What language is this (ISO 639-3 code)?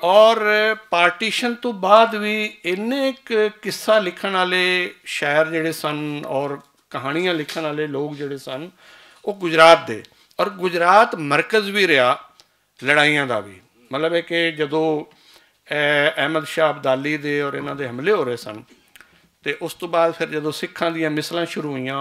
lah